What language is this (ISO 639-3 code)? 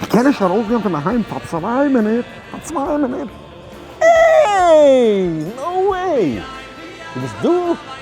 yid